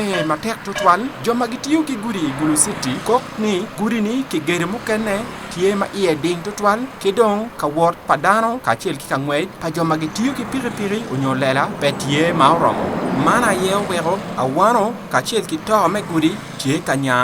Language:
Acoli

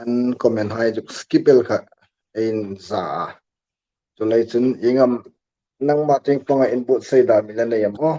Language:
Hmar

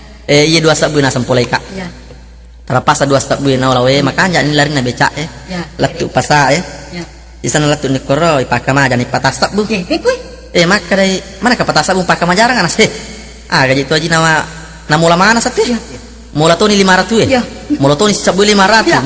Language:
Buginese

